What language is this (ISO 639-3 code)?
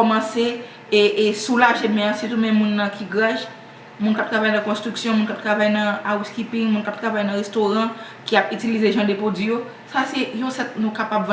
hat